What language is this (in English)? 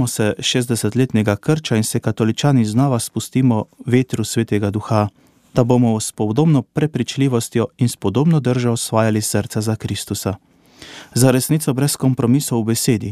Slovenian